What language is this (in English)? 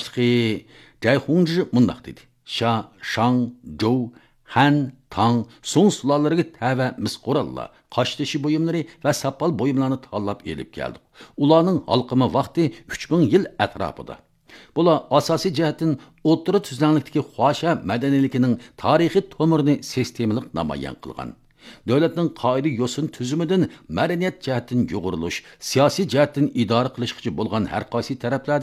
Uyghur